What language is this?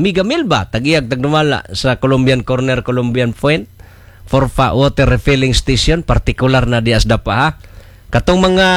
Cebuano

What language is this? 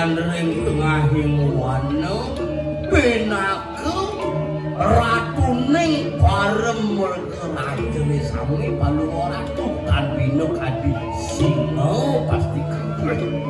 Balinese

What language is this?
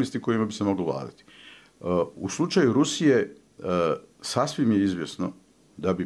Bosnian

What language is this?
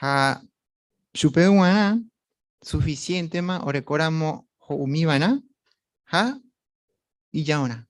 Guarani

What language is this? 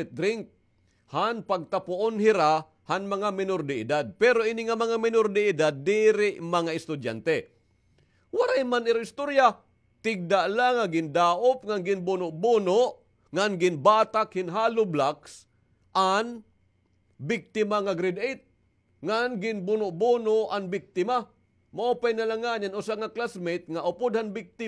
Waray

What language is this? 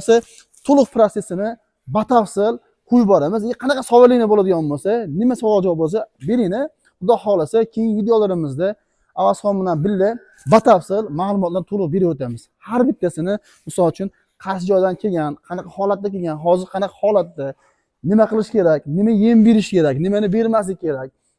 Uzbek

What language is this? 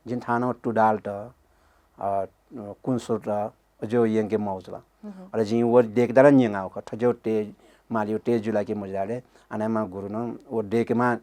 Newari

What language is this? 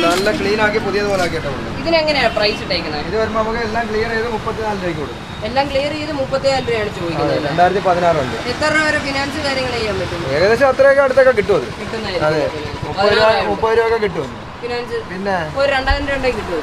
Malayalam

